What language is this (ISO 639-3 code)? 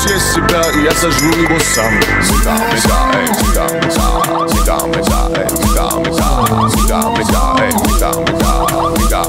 rus